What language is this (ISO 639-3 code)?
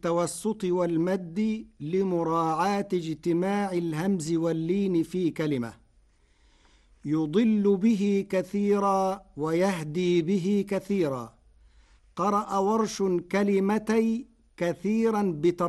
ara